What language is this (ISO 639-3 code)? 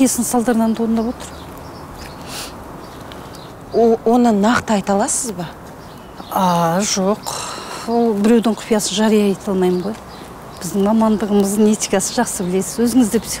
kaz